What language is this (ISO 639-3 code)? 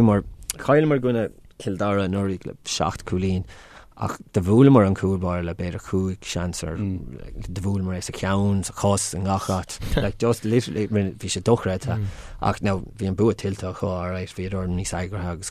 gle